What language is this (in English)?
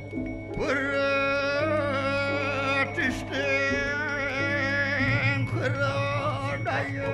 Balinese